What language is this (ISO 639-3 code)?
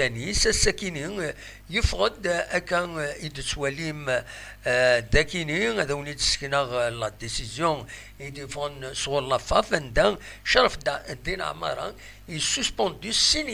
kab